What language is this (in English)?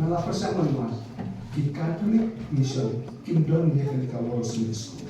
Khasi